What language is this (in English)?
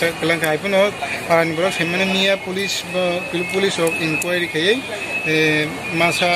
Kok Borok